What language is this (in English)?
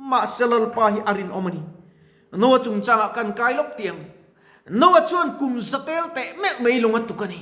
Mizo